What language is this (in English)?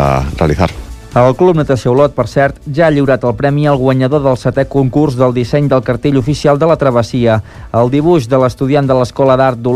Catalan